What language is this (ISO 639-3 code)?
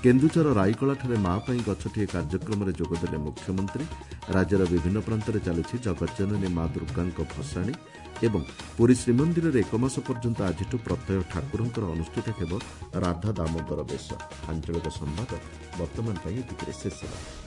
ori